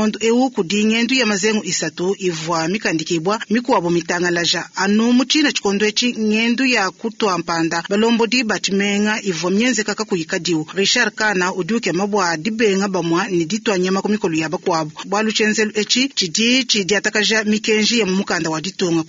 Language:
Luba-Lulua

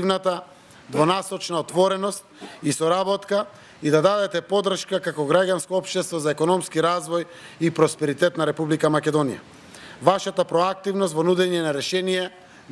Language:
Macedonian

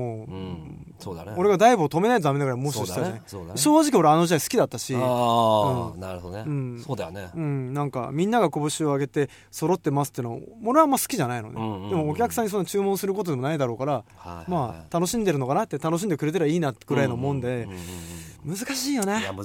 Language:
Japanese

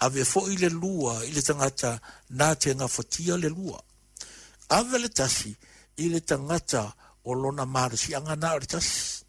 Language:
Samoan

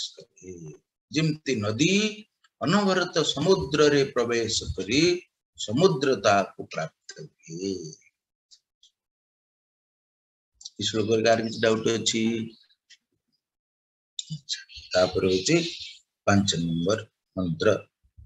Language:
Odia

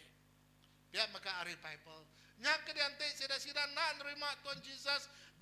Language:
Iban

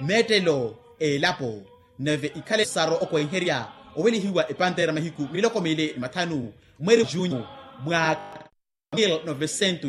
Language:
Makhuwa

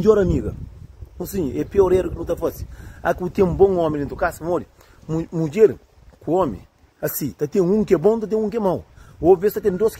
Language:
Kabuverdianu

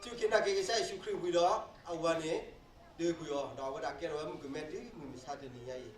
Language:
S'gaw Karen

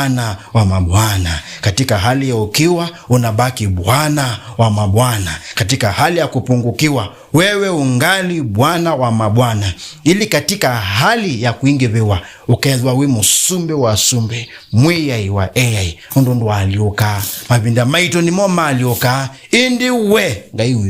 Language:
Kamba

